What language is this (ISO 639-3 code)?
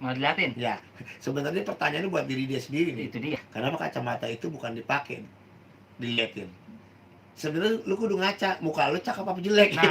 bew